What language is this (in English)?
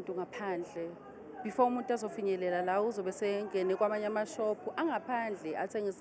Zulu